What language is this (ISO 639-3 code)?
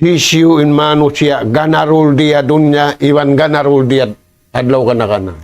tsg